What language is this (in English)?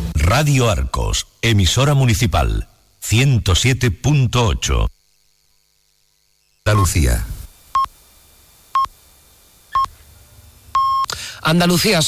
Spanish